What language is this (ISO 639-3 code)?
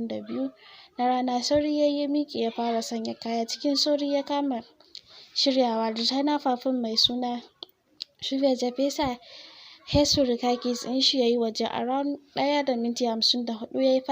hau